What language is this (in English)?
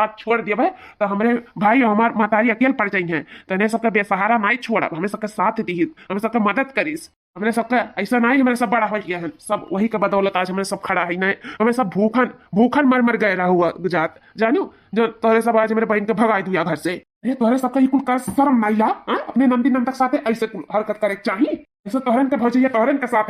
Awadhi